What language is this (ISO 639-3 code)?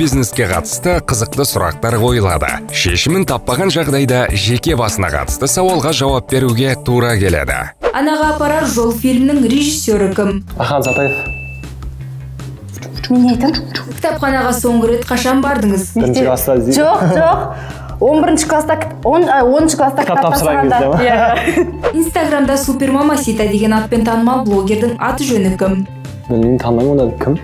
kaz